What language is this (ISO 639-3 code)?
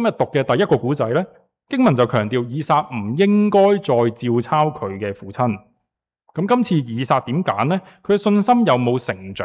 yue